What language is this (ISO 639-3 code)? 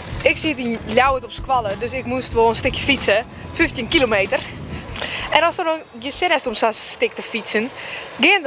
fry